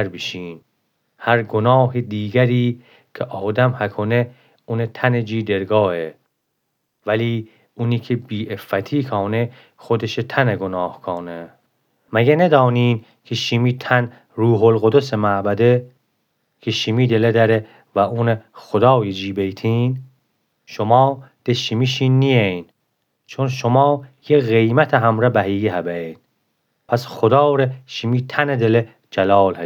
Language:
Gilaki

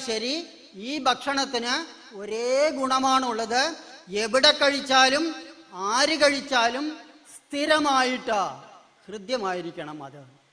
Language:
Malayalam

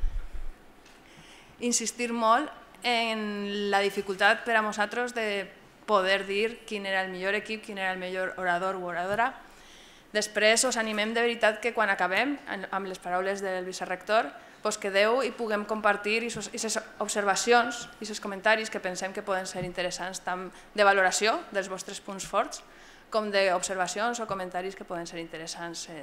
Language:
Catalan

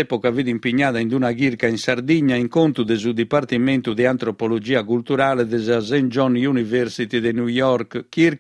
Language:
Sardinian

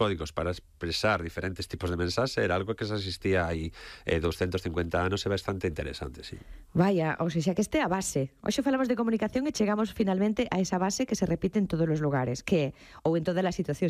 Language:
Galician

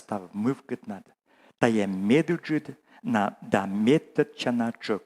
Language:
Komi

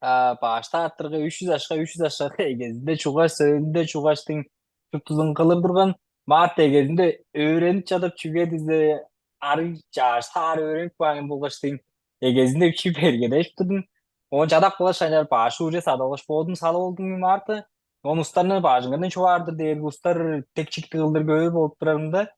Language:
Tuvinian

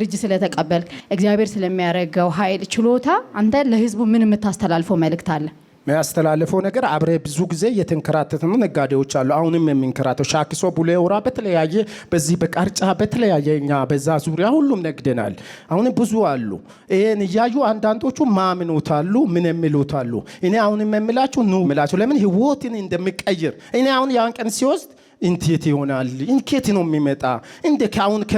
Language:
Amharic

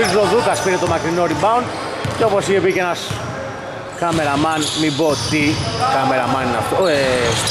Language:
Greek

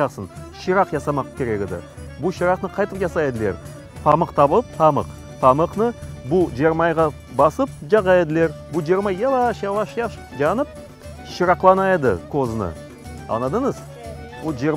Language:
Crimean Tatar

